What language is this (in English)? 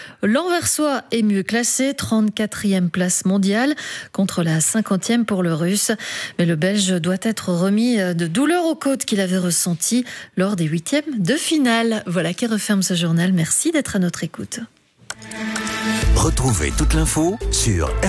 French